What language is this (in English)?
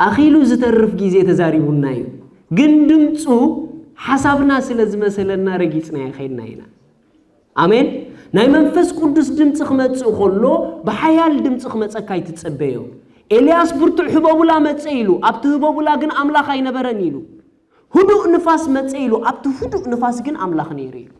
Tigrinya